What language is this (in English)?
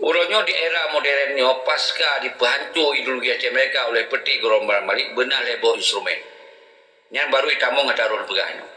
Achinese